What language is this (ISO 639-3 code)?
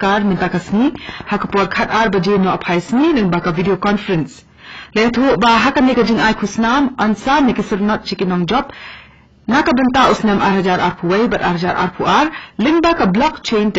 kha